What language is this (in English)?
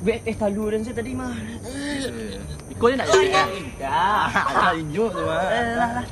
Minangkabau